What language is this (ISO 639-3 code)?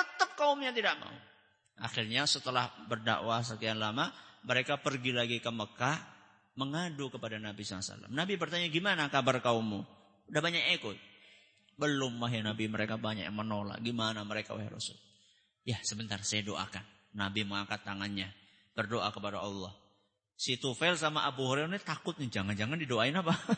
ind